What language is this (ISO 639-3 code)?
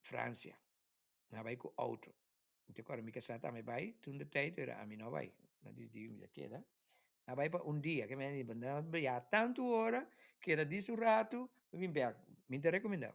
pap